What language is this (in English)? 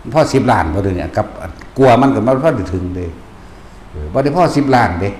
Northeastern Thai